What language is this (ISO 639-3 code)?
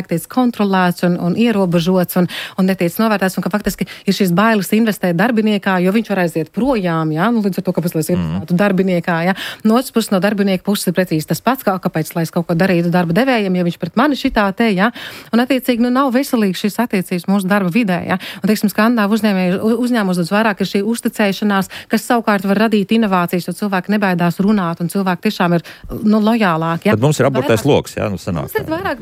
lav